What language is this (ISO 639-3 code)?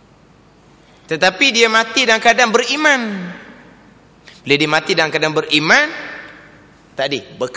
msa